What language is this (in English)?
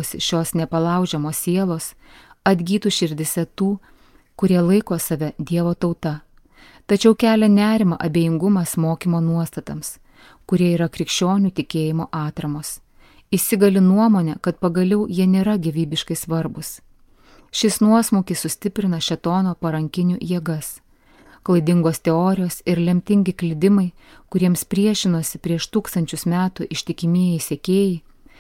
Lithuanian